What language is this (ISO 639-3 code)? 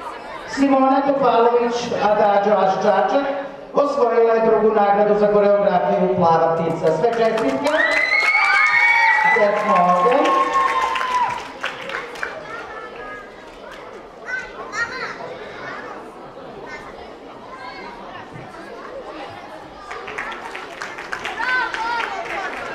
srp